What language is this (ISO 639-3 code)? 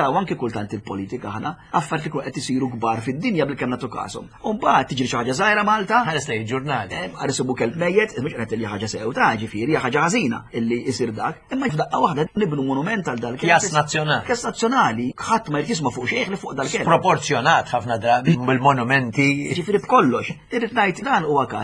mlt